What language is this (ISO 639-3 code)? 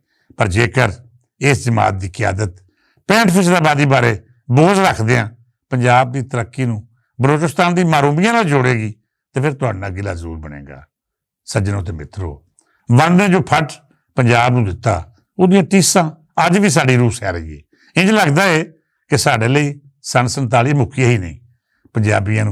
lah